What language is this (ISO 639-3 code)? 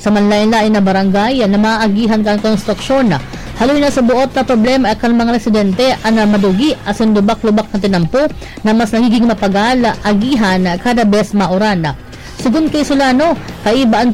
bik